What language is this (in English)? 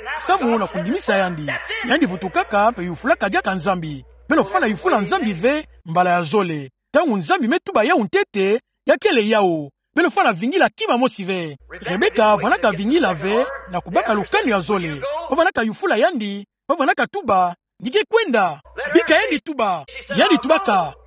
Kituba (Democratic Republic of Congo)